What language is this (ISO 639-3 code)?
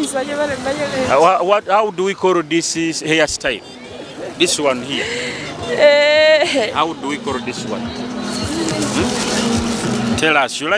nyo